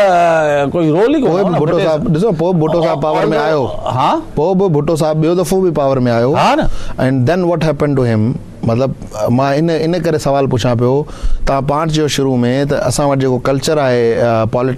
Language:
Sindhi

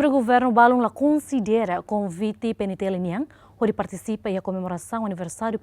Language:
Tetum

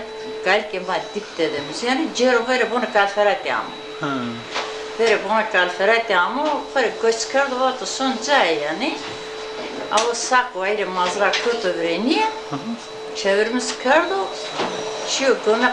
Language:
Zaza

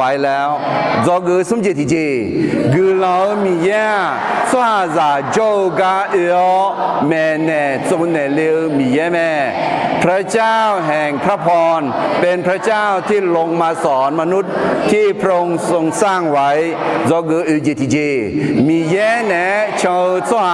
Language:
Akha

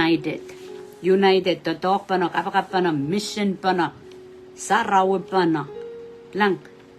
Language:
Pohnpeian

